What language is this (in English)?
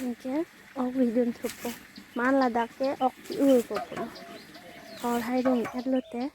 Karbi